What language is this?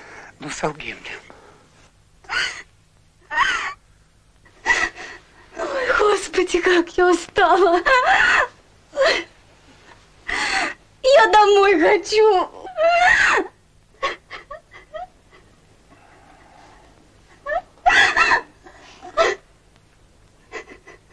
Russian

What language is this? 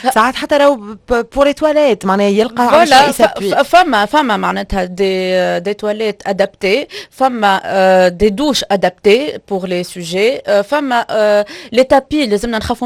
Tunisian Arabic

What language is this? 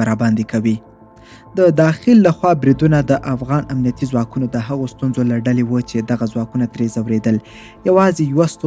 Pashto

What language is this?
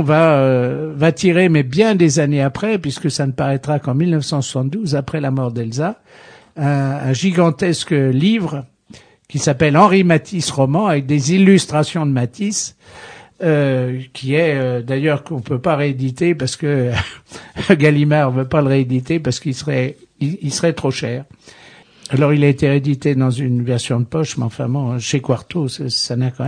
French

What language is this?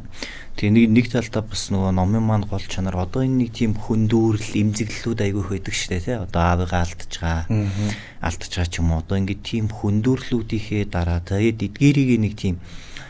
Mongolian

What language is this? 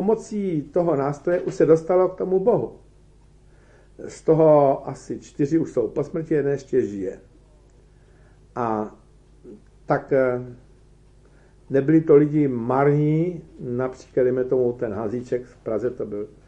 Czech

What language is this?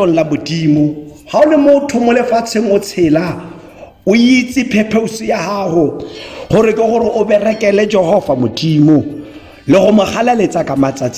Tswana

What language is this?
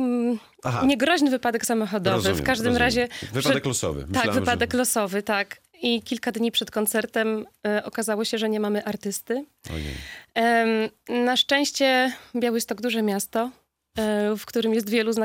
Polish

